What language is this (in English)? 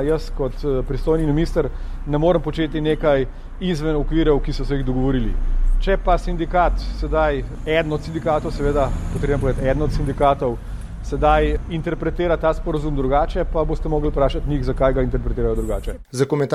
Slovenian